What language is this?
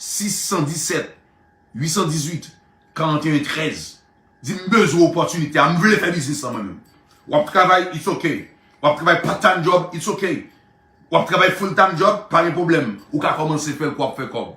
Haitian Creole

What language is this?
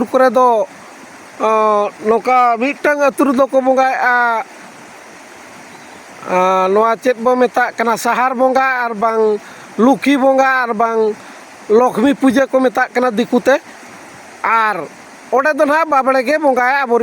Santali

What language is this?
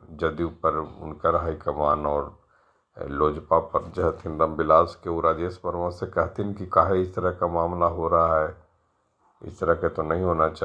Magahi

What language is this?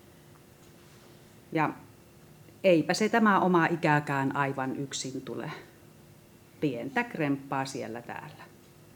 Finnish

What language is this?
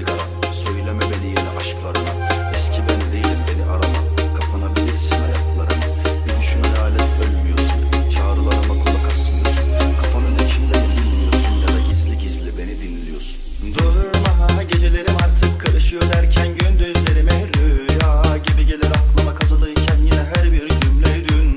Turkish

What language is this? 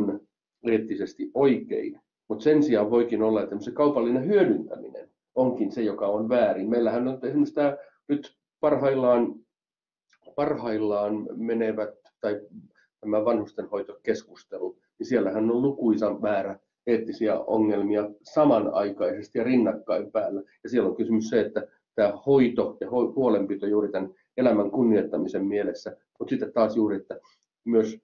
Finnish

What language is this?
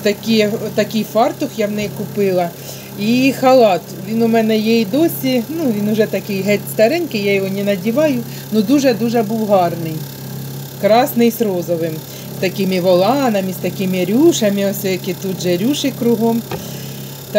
Ukrainian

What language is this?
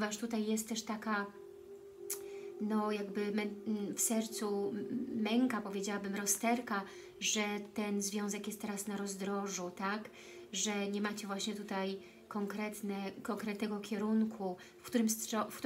Polish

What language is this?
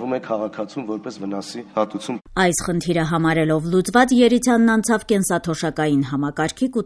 Armenian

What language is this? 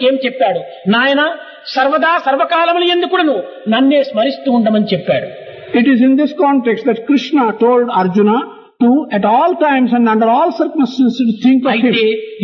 Telugu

